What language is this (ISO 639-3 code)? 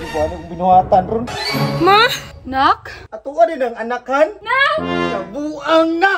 ceb